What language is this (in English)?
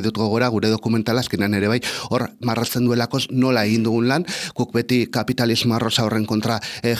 Basque